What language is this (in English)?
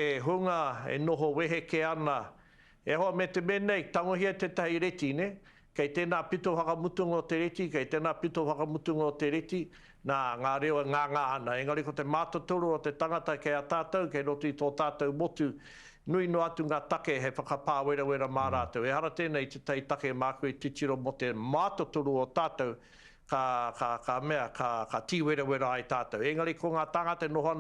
Māori